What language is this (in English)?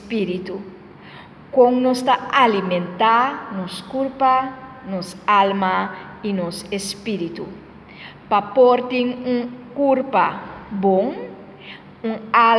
Papiamento